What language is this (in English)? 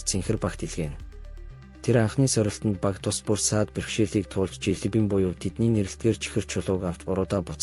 Mongolian